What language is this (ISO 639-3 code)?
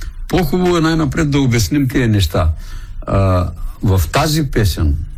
bul